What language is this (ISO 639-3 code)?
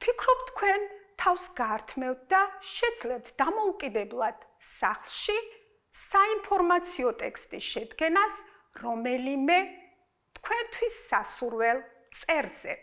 kat